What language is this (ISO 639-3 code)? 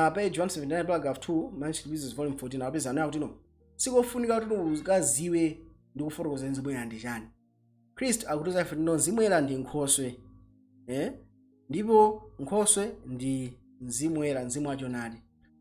nya